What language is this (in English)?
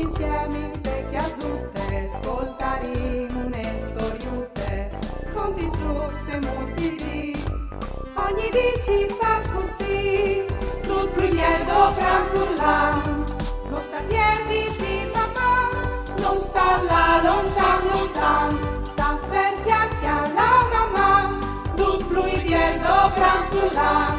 Friulian